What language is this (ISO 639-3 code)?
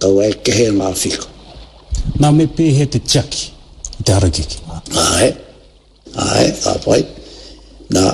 mri